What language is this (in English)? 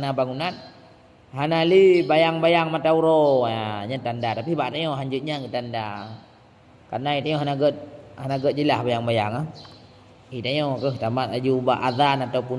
Achinese